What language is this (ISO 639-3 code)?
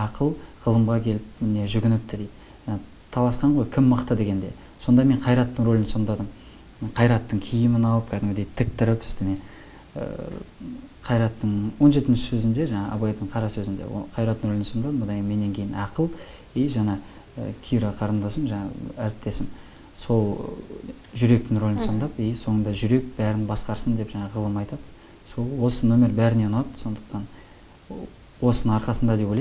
kaz